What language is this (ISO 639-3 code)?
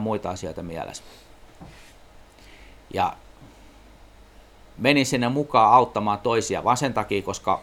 fin